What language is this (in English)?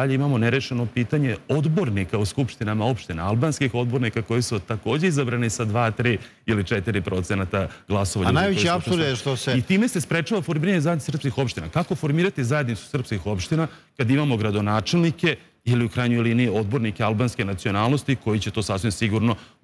Serbian